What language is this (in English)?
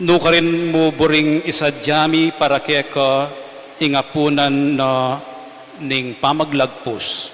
Pampanga